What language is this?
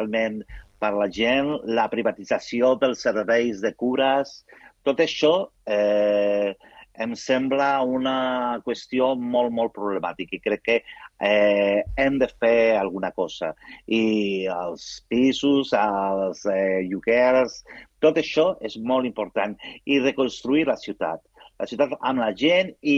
Catalan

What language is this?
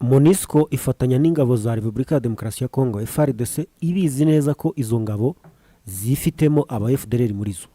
Kinyarwanda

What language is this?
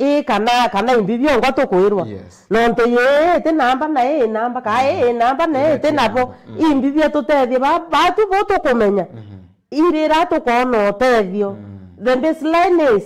Meru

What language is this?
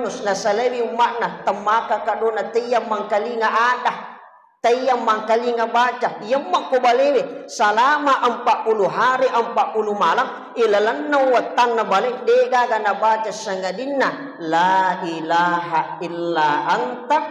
Buginese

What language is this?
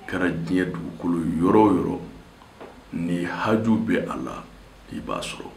Bambara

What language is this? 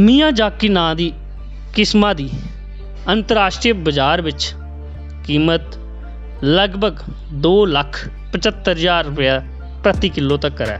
Dogri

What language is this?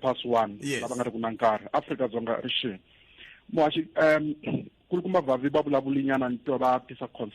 Tsonga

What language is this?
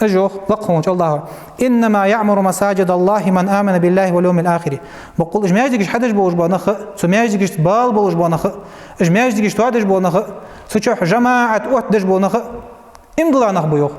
Ingush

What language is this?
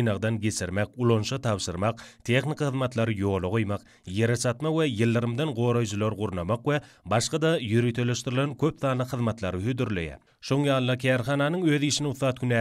Turkmen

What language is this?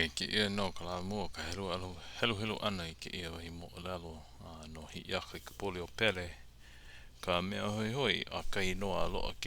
Hawaiian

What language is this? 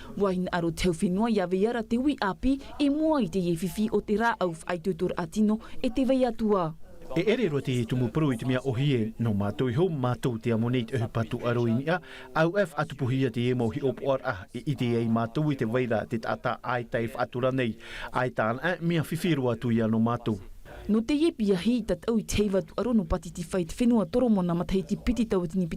Tahitian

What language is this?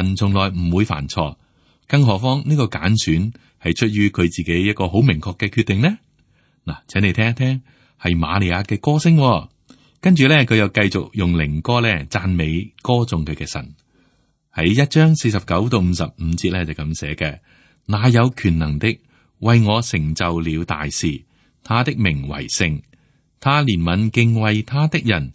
Cantonese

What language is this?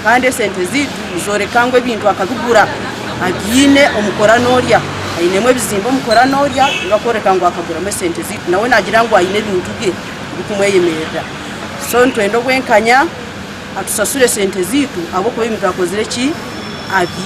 Nyankole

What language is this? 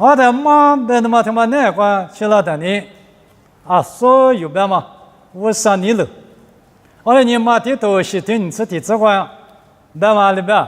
Lisu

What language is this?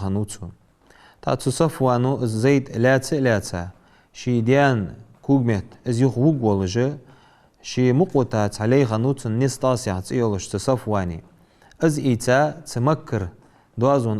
Ingush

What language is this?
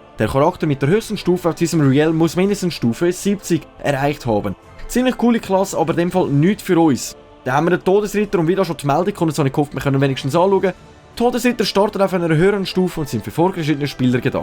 Swiss German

